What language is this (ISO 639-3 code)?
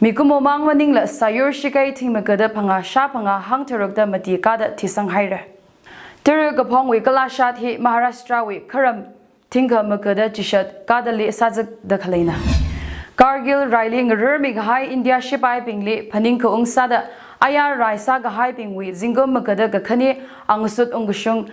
nmf